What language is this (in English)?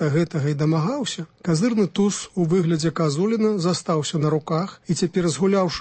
Belarusian